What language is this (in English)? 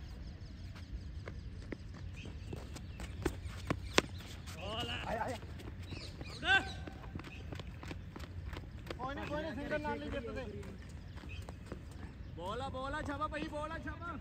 Punjabi